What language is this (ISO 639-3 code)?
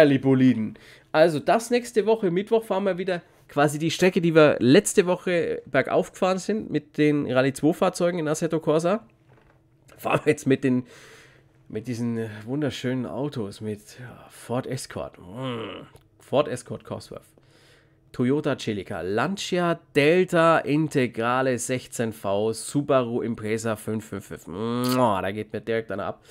deu